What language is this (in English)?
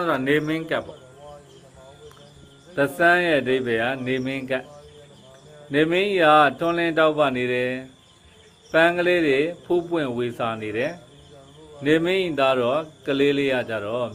Burmese